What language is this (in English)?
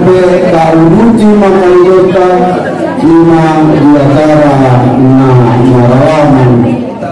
Batak Angkola